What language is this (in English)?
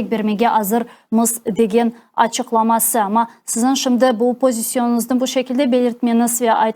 Crimean Tatar